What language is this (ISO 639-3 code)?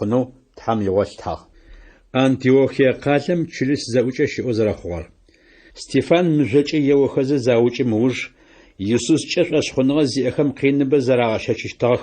ady